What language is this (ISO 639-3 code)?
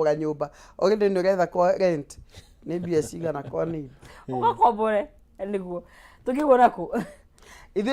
kik